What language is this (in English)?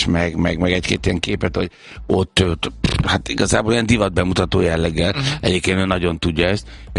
Hungarian